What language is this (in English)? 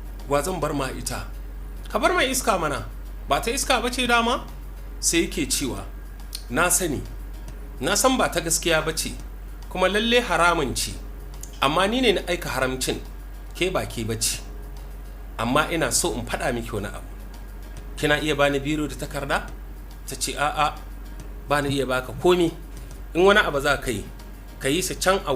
Hausa